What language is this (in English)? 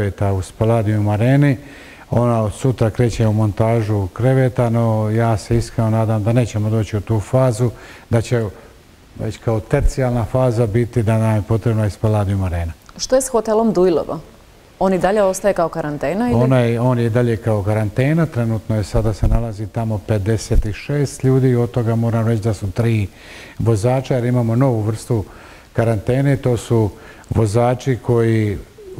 Croatian